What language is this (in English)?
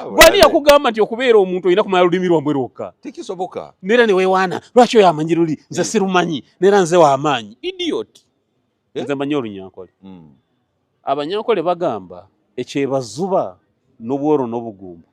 Ganda